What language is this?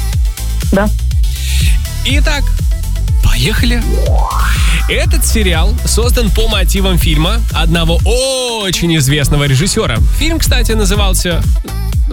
Russian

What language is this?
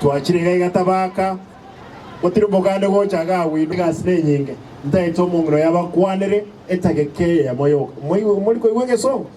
Gusii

